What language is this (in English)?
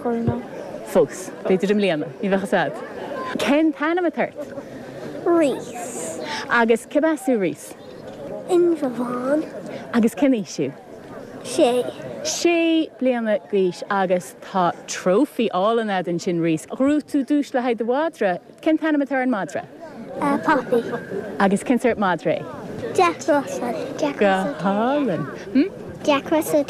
Irish